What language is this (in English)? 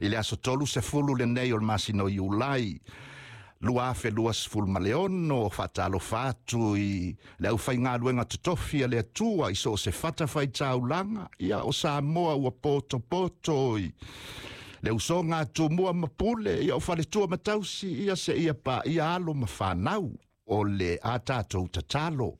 Samoan